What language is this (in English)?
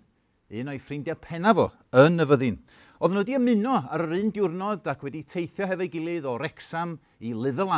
Welsh